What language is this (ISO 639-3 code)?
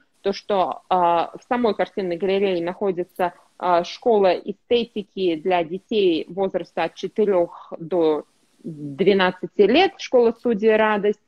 rus